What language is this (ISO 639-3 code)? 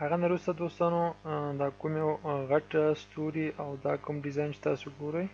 pus